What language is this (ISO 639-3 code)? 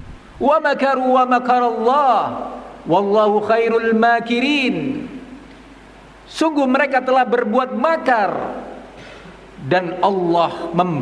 ind